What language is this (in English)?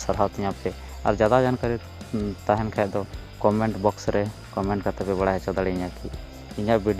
Santali